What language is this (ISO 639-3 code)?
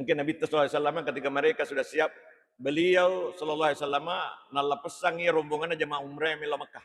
bug